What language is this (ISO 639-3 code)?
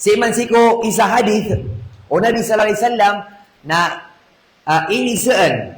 mrw